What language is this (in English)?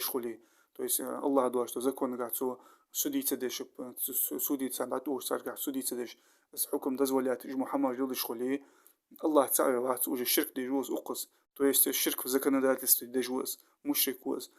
Ingush